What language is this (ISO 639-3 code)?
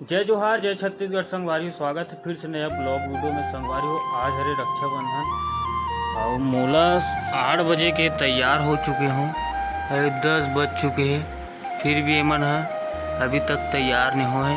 hne